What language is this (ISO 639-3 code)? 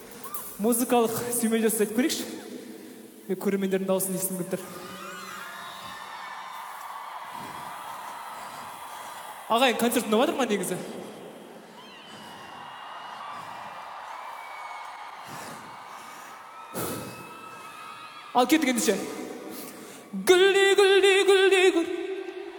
kaz